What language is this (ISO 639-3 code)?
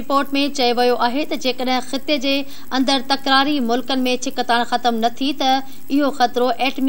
snd